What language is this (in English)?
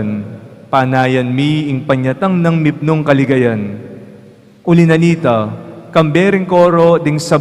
Pampanga